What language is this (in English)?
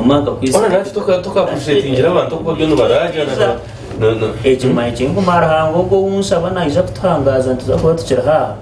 Nyankole